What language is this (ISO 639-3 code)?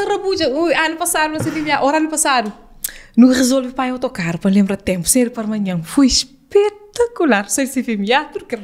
kea